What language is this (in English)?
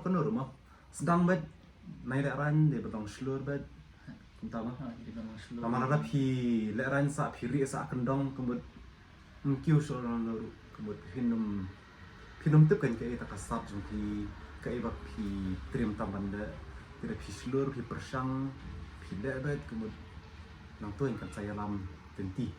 Khasi